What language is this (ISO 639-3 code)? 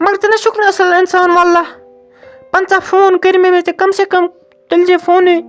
kas